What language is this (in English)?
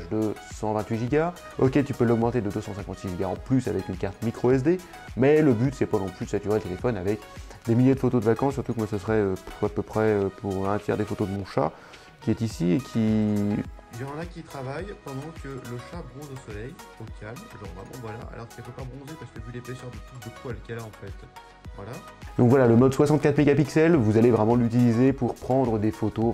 French